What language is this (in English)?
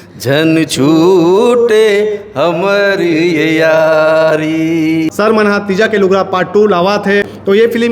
Chhattisgarhi